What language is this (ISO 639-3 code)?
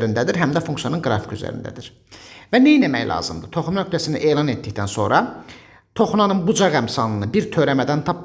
aze